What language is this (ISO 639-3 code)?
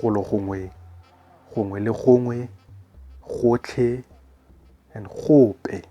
tsn